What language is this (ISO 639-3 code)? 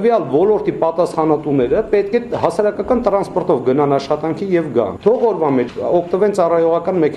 hye